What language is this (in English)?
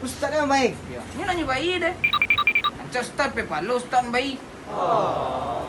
Minangkabau